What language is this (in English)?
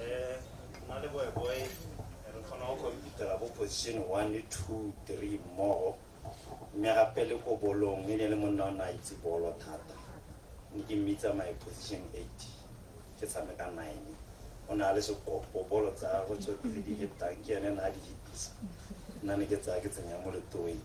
Tswana